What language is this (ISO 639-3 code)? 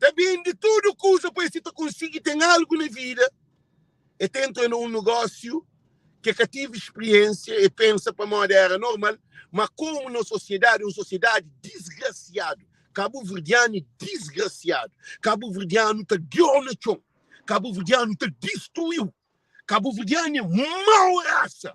kea